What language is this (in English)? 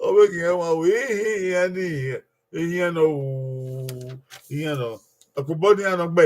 Bini